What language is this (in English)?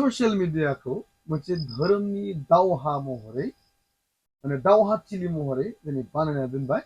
Bodo